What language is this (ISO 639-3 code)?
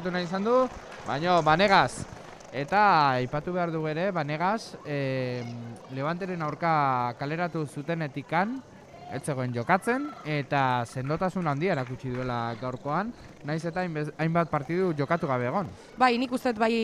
eus